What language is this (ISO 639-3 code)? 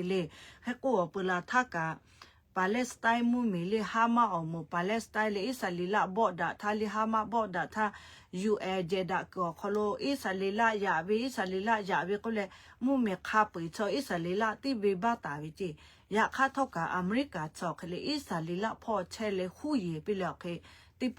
lhu